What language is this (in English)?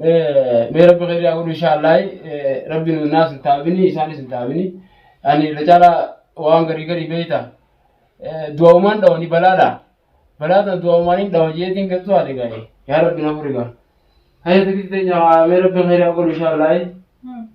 Oromo